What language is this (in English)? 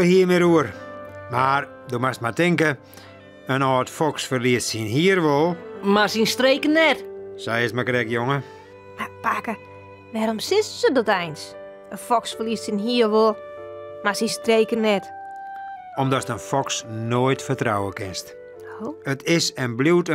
Western Frisian